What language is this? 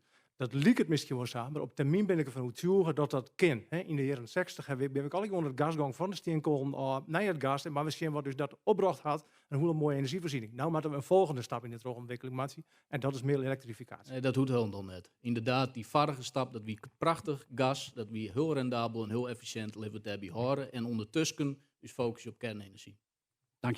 Western Frisian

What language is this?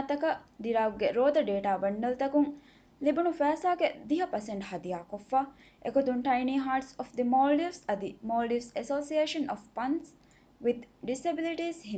Divehi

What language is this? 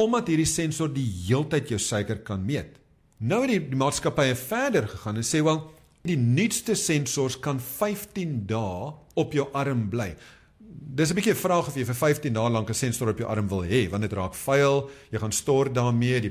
Afrikaans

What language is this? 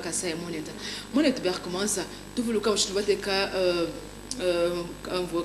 Luba-Lulua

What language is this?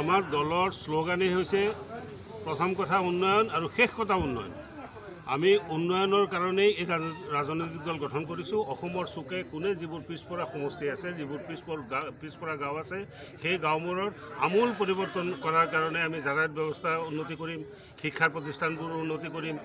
Assamese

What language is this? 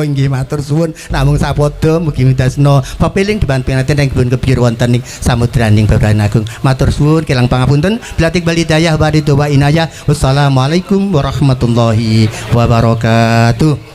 Javanese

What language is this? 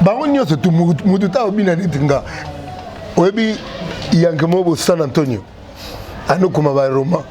Lingala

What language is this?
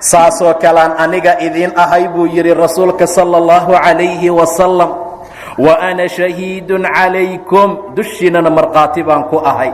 Somali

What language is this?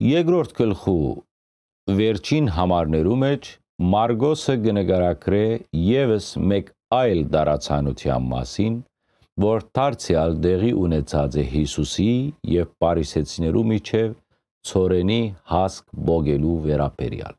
Western Armenian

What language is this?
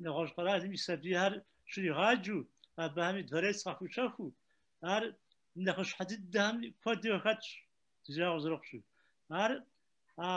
Kabardian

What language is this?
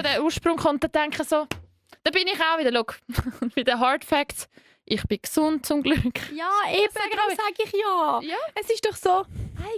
Swiss German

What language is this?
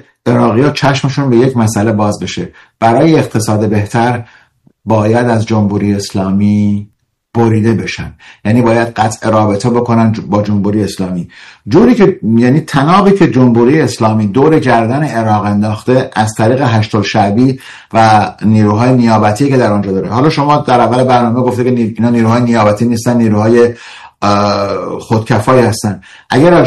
Persian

